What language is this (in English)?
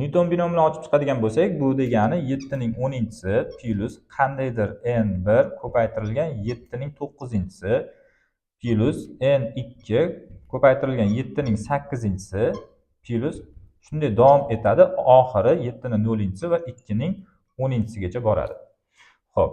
Uzbek